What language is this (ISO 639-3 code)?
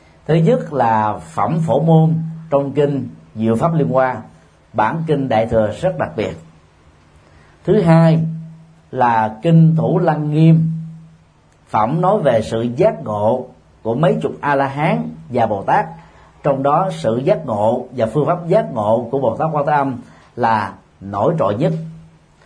vie